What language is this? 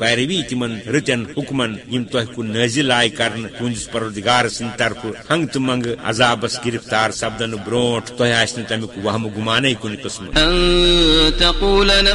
Kashmiri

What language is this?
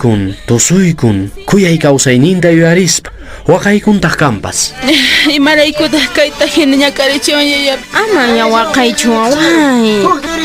Quechua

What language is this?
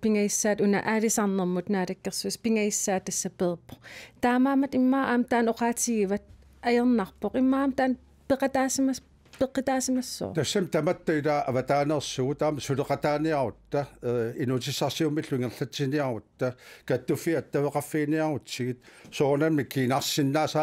Kalaallisut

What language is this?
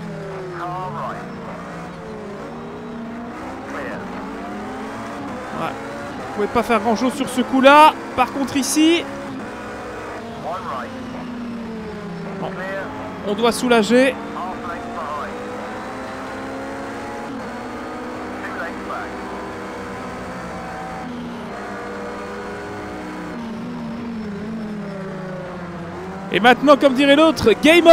French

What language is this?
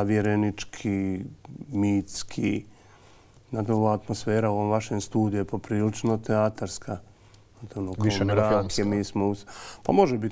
Bosnian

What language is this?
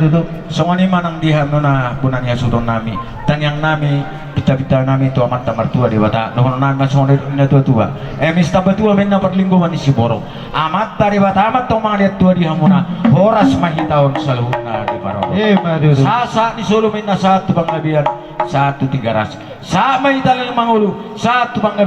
Batak Toba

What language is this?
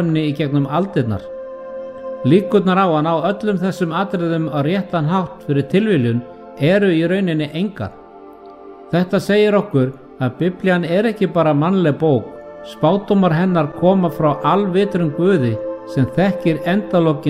Icelandic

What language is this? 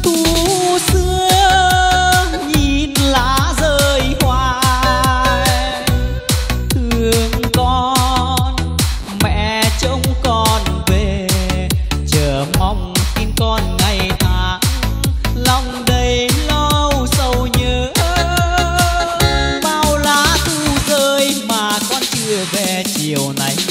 Vietnamese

